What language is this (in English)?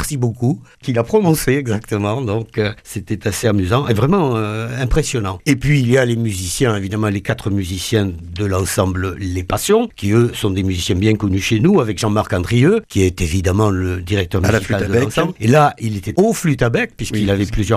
French